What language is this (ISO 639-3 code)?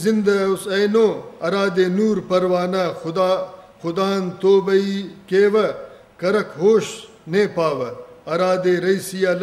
brh